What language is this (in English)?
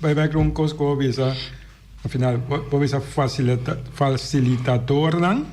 Papiamento